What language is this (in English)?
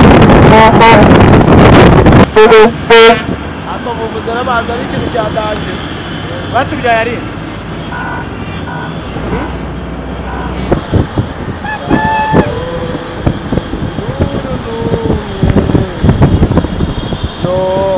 Kinyarwanda